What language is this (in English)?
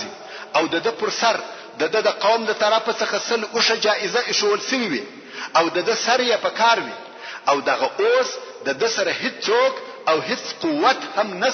Pashto